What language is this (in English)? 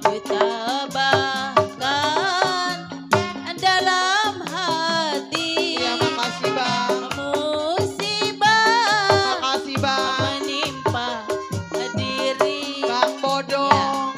Betawi